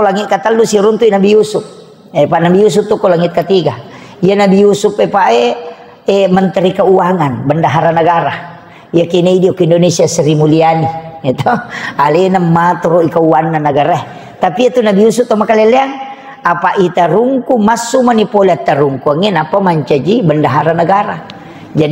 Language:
Buginese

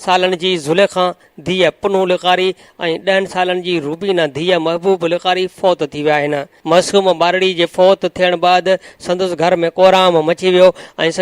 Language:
Sindhi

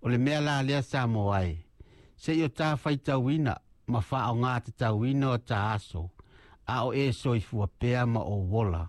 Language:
Samoan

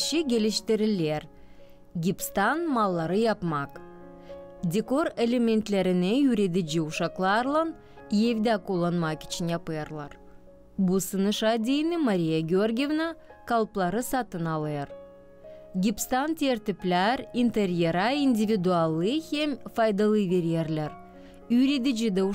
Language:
Gagauz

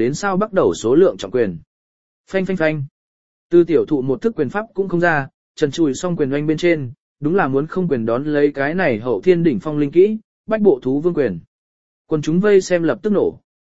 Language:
Vietnamese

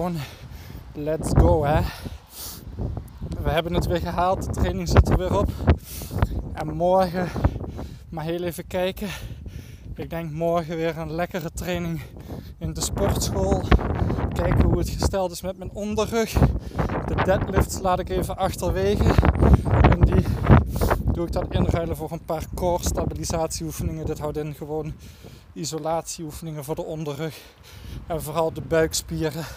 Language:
Dutch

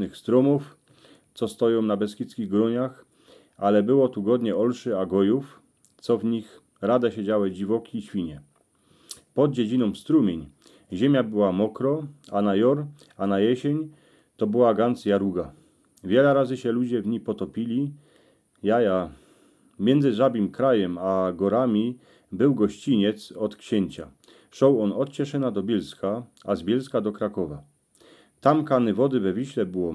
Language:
Silesian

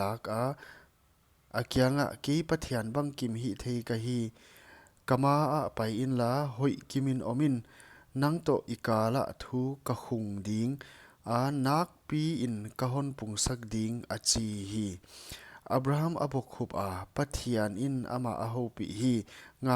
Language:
Paite Chin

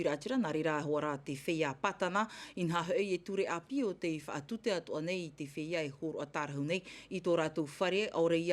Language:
Tahitian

